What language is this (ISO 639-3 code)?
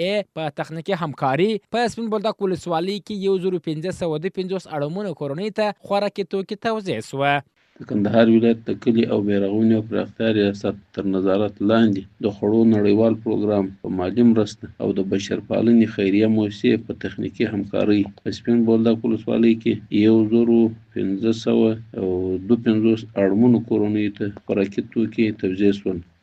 pus